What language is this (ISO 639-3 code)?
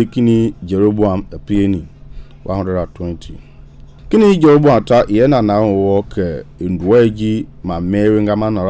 men